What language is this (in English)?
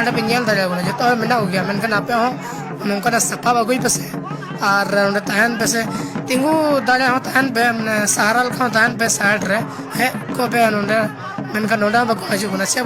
Santali